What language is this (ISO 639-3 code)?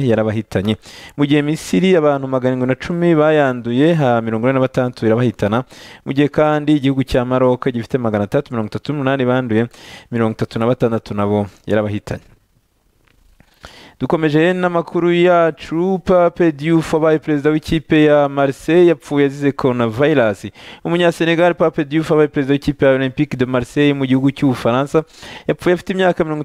kin